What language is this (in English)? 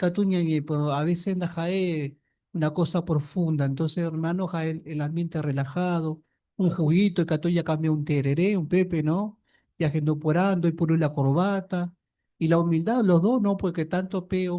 Guarani